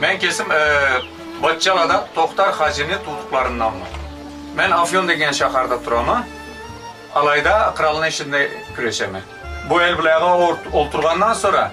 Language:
Karachay-Balkar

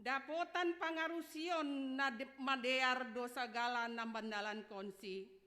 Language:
Batak Simalungun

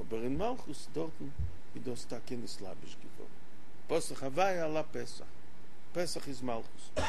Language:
Yiddish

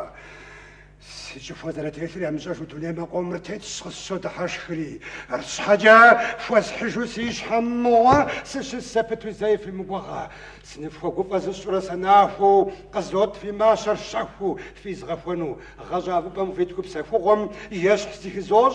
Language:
Kabardian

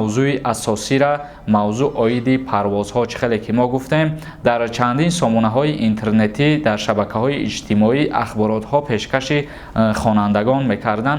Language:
Tajik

